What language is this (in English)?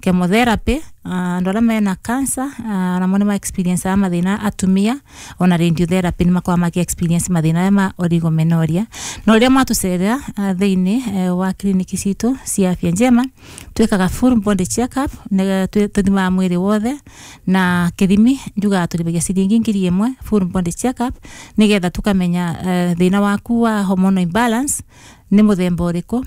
Kikuyu